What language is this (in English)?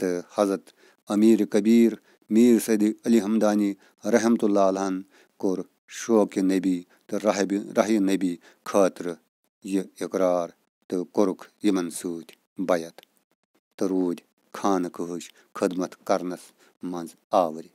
Kashmiri